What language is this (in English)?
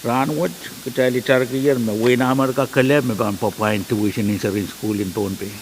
Pohnpeian